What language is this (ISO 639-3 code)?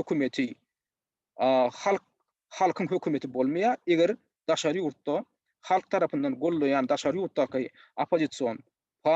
tuk